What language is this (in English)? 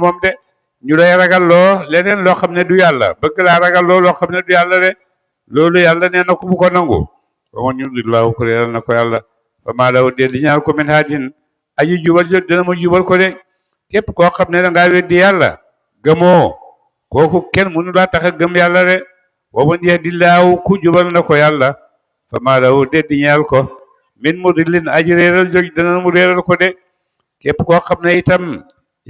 Wolof